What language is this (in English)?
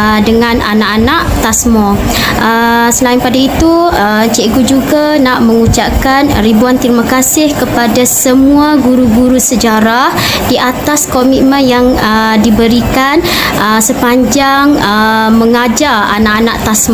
Malay